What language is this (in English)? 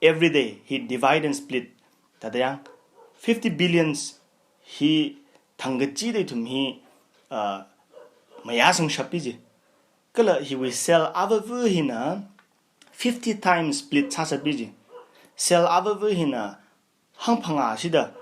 Tangkhul Naga (India)